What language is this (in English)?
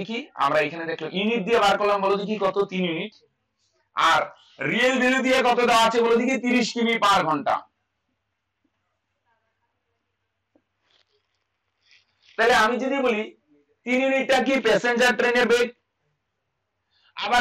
Bangla